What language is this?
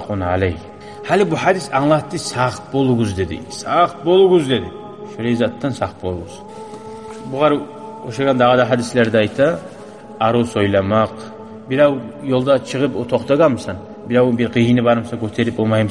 Kumyk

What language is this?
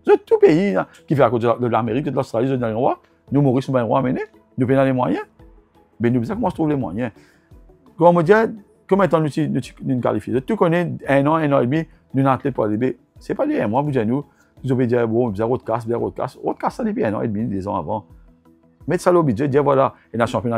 Morisyen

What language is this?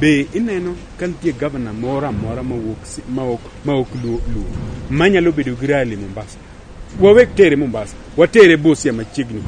Luo (Kenya and Tanzania)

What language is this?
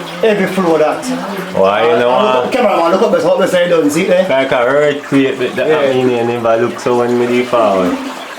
Jamaican Creole English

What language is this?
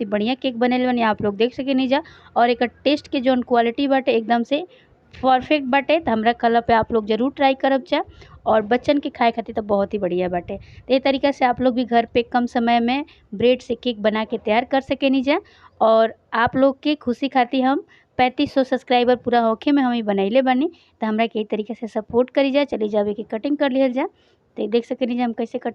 Bhojpuri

